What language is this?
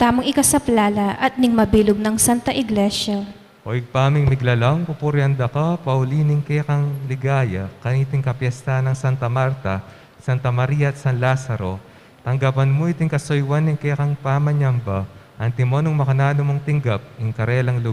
Pampanga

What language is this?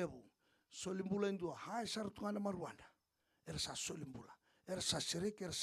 Fijian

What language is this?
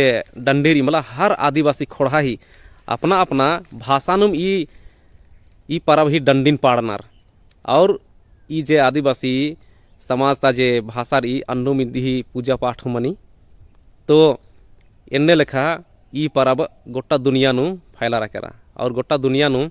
Kurukh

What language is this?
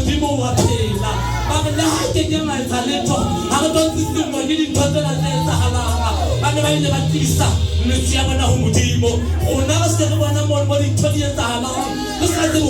Southern Sotho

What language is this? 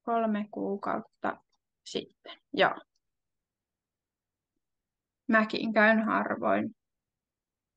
Finnish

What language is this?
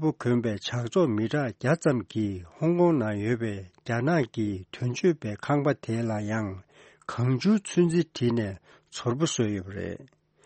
Tibetan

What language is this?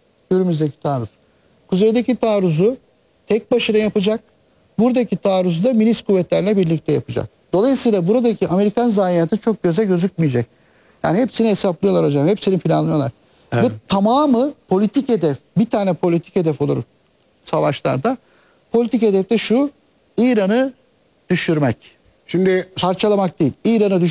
Turkish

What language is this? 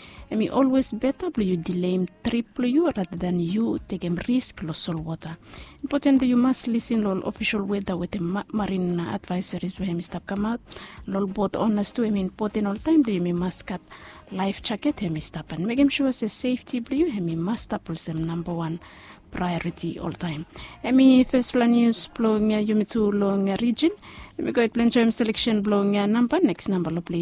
Bislama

